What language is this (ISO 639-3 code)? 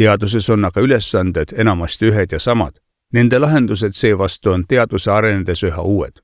est